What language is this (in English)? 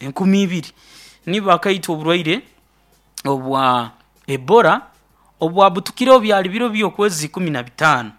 Nyoro